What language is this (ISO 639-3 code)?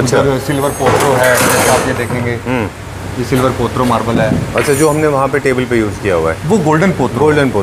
hin